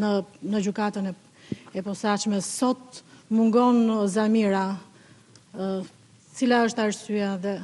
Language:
Albanian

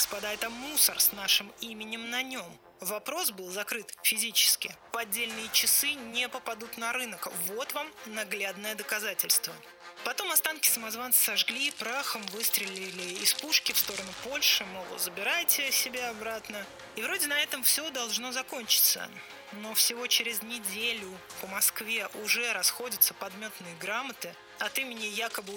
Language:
Russian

